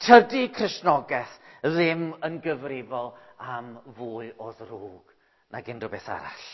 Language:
Welsh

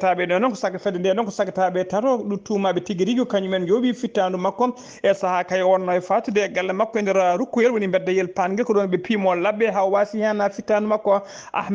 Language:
Fula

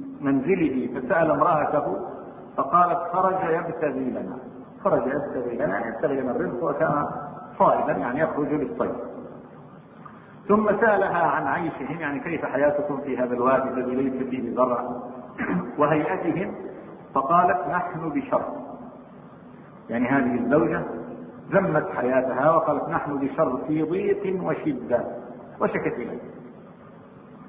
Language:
Arabic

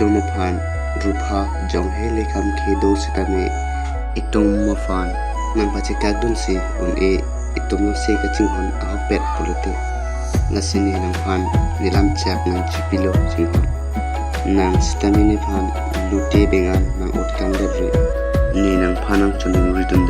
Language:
Karbi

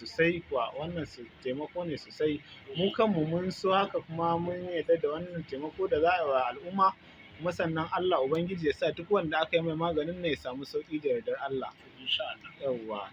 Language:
Hausa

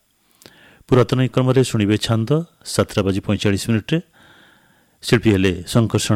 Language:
Odia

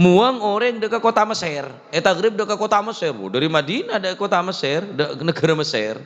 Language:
Madurese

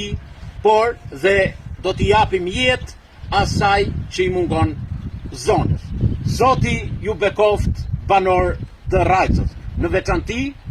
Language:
Albanian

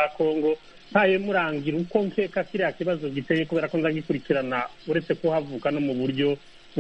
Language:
Kinyarwanda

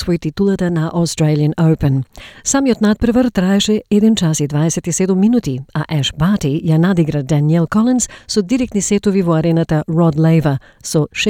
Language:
Macedonian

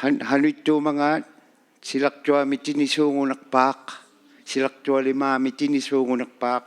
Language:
Inuktitut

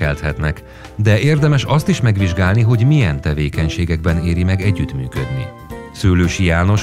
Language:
Hungarian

